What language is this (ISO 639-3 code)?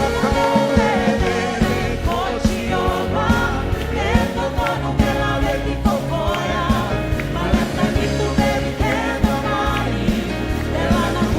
fij